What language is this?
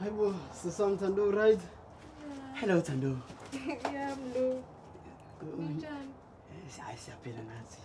Zulu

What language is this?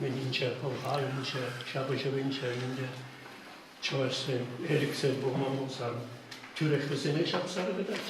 Chuvash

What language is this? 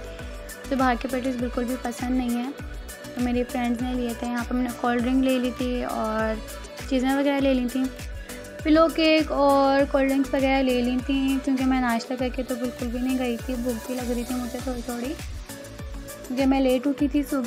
Hindi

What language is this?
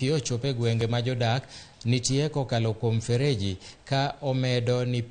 Luo (Kenya and Tanzania)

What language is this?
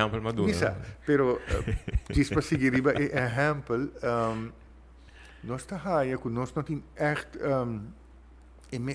Papiamento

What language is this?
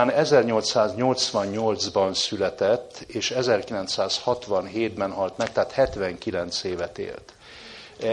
Hungarian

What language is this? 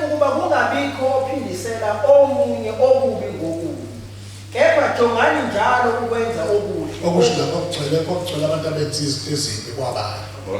Zulu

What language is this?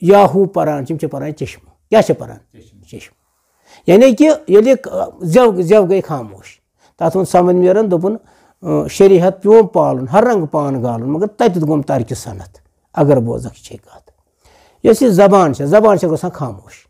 Kashmiri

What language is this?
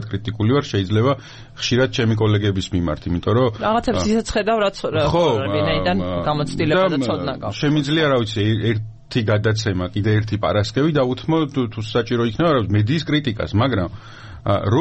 Georgian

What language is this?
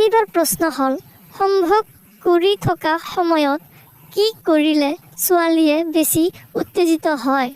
Assamese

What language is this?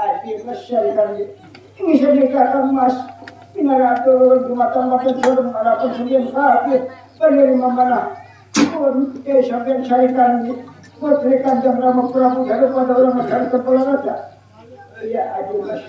Banjar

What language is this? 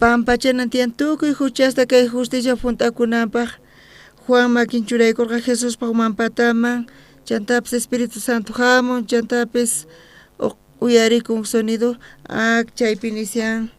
South Bolivian Quechua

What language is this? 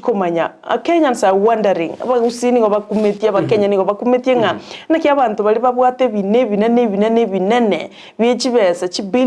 Gusii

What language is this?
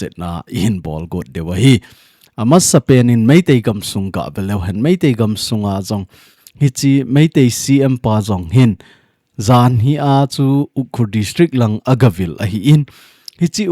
Thado Chin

